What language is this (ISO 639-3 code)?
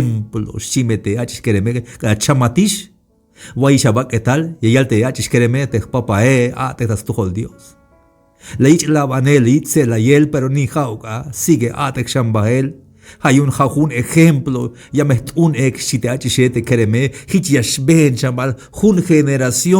tzh